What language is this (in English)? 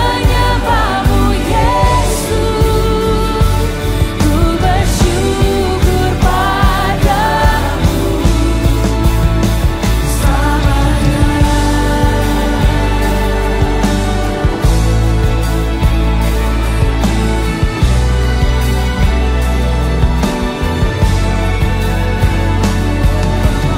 Indonesian